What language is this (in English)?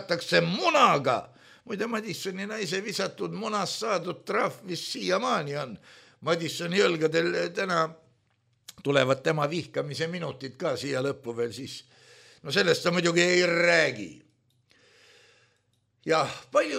Estonian